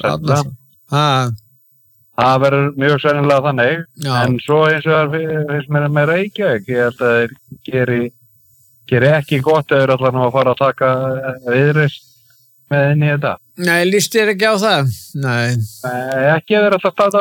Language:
Icelandic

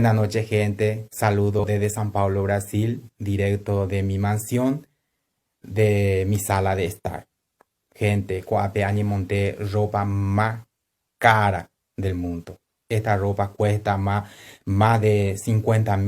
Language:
Guarani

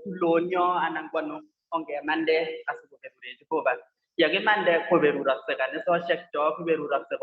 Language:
Kalenjin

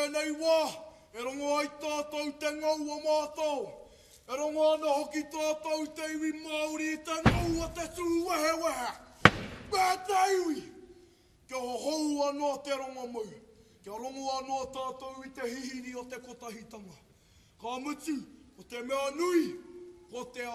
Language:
Māori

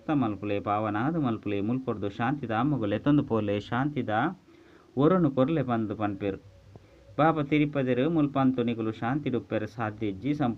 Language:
Tulu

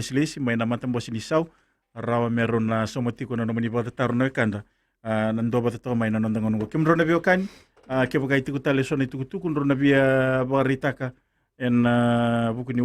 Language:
Fijian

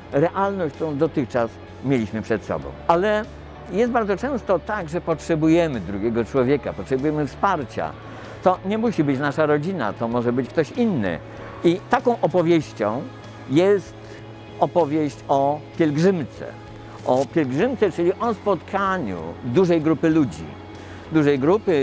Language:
Polish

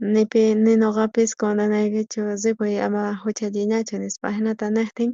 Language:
South Bolivian Quechua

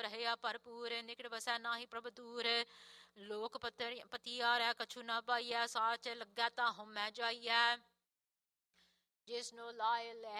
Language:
Punjabi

